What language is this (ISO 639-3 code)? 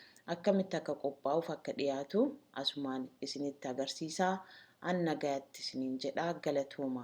orm